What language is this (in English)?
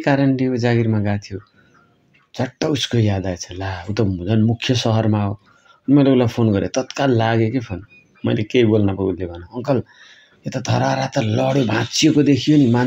Nepali